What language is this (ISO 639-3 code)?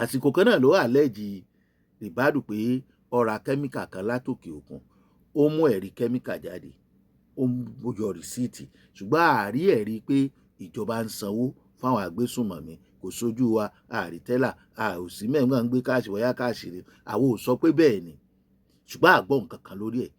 yor